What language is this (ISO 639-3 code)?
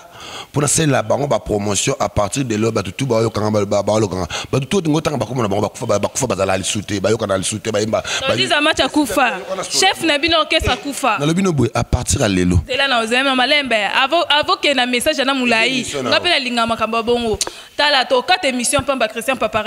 lin